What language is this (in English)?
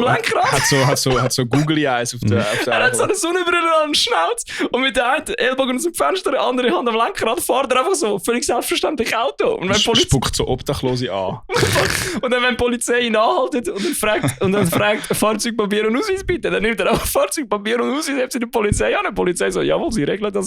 Swiss German